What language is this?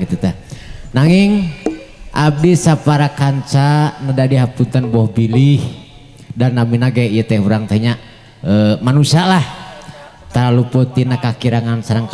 Sundanese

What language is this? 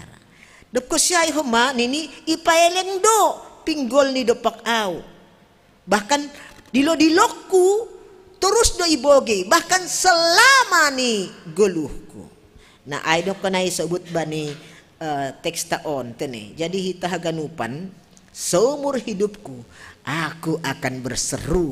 Batak Simalungun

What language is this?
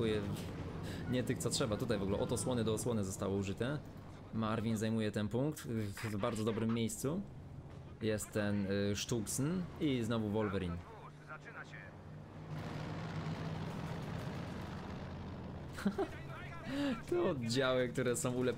Polish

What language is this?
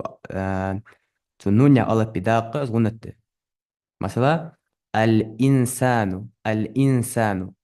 Ingush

